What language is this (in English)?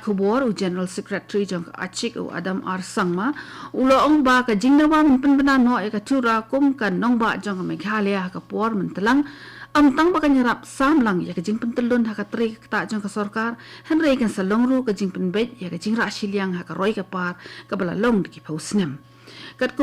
Khasi